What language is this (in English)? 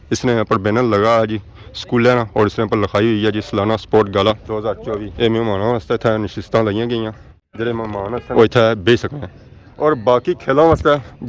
Pahari-Potwari